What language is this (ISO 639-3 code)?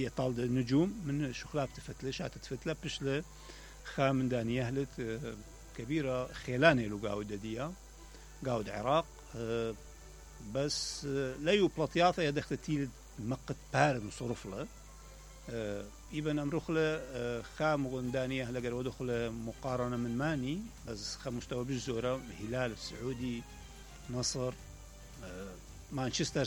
acm